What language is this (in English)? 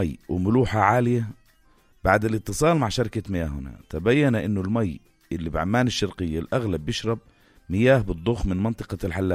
North Levantine Arabic